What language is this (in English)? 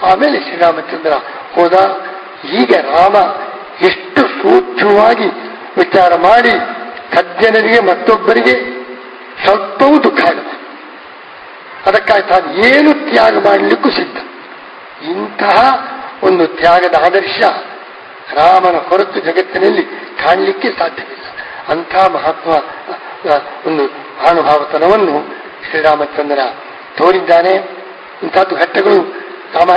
Kannada